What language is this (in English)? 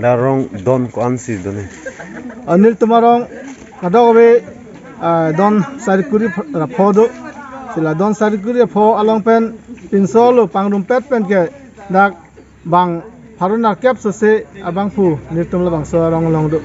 Karbi